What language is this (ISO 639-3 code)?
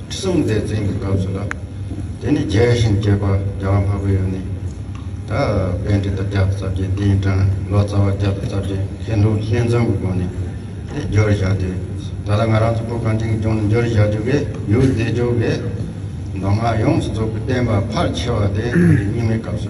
bod